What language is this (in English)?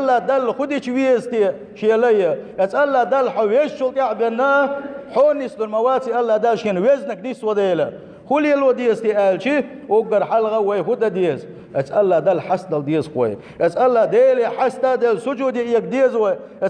Chechen